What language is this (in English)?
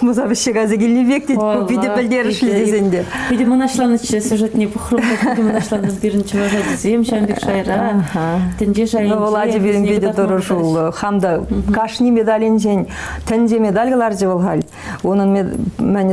Chuvash